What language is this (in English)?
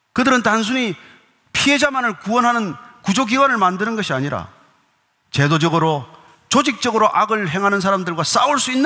Korean